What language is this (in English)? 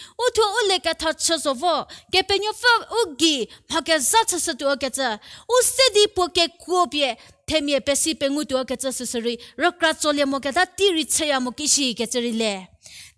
Angami Naga